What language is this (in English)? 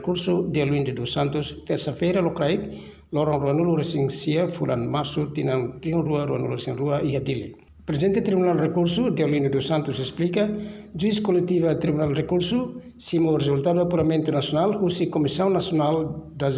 Tetum